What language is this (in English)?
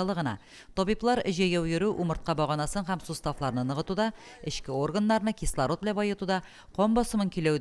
Tatar